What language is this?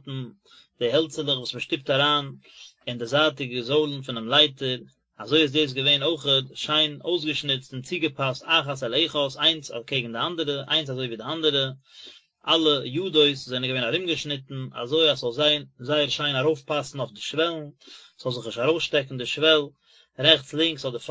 Yiddish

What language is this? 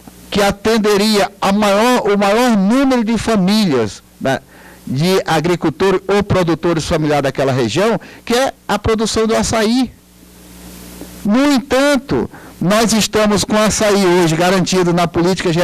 Portuguese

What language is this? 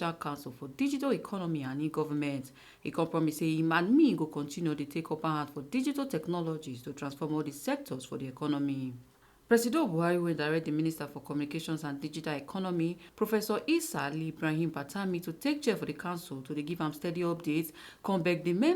Nigerian Pidgin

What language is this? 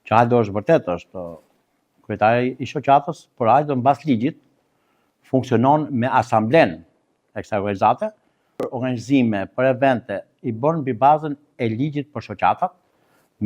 Albanian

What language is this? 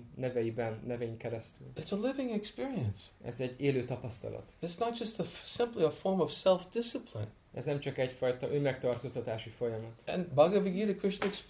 Hungarian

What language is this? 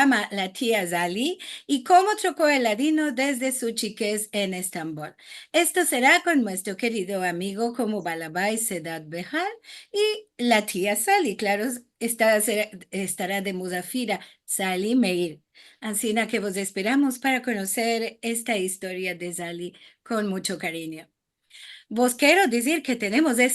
Ladino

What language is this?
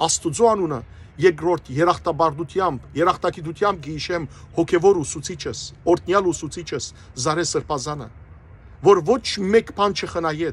Western Armenian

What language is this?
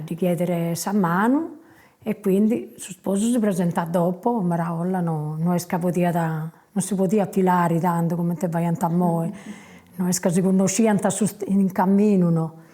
Sardinian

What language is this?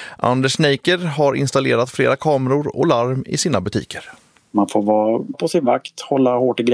Swedish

